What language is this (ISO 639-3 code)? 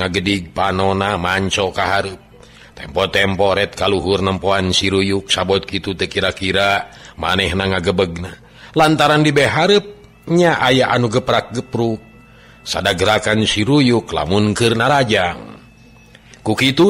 sun